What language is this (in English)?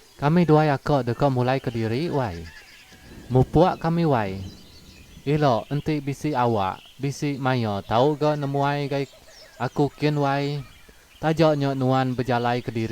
Iban